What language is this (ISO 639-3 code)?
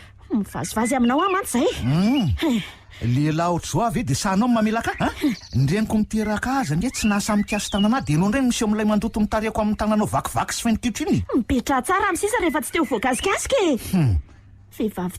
mlg